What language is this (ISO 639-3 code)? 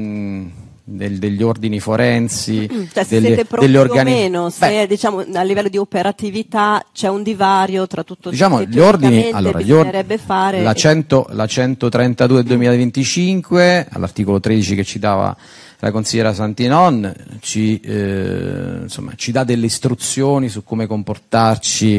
ita